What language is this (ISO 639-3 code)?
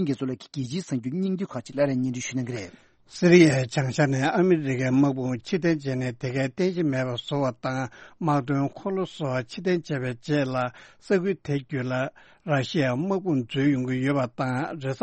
bod